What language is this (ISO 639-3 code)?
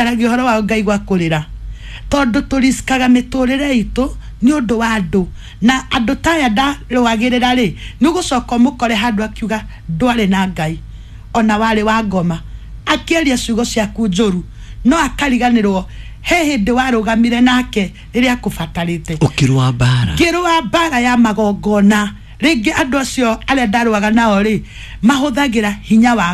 kik